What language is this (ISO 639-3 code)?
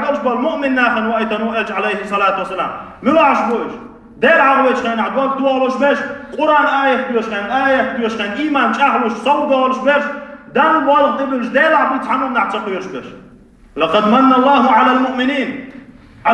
che